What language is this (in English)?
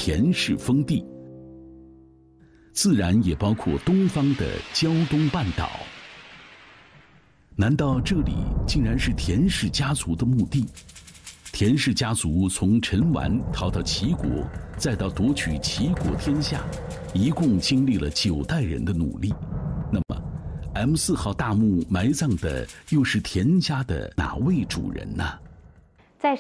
Chinese